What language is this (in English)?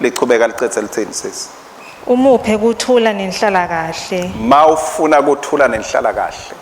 Swati